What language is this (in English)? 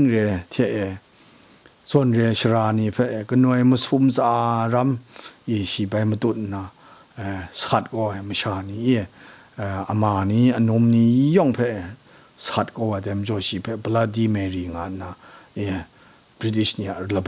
Kachin